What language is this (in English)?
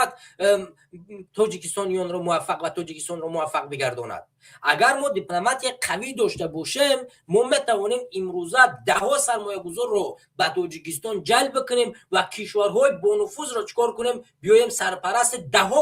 Tajik